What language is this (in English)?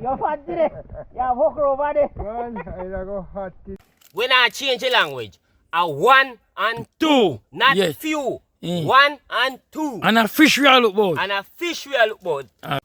Jamaican Creole English